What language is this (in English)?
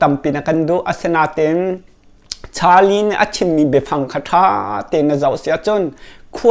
Hakha Chin